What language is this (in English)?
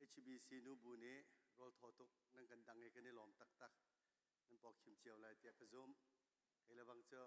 Hakha Chin